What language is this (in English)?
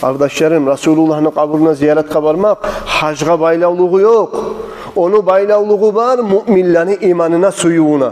Kumyk